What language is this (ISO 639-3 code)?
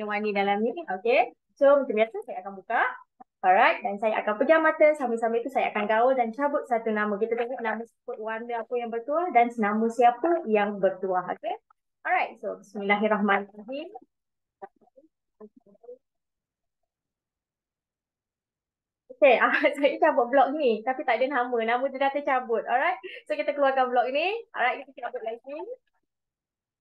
msa